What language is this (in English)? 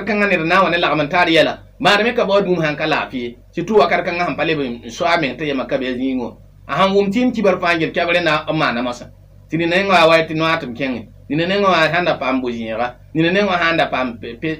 Mossi